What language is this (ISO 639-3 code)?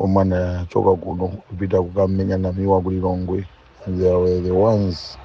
nya